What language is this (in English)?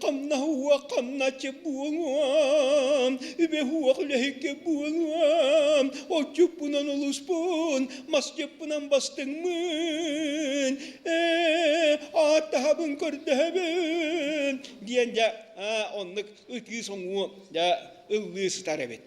Yakut